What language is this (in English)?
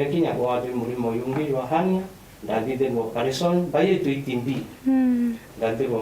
Meru